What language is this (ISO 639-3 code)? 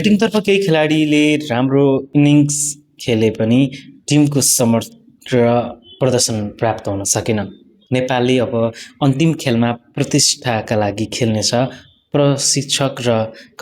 nep